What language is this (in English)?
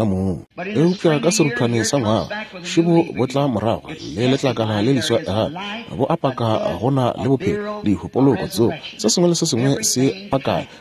Northern Sotho